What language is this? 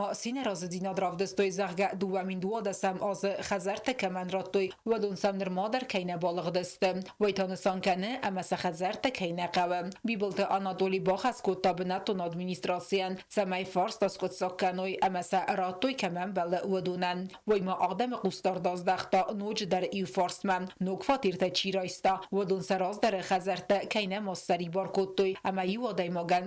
Ossetic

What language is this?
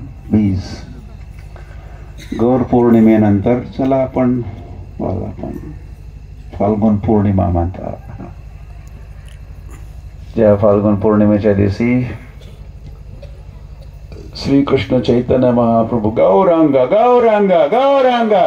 Marathi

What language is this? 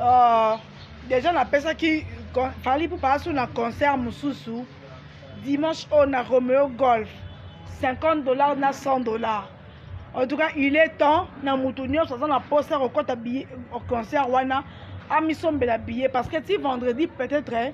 Lingala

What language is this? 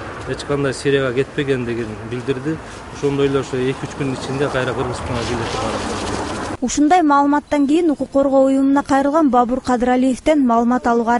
Kyrgyz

